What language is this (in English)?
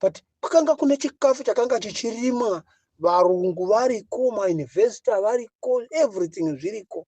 Shona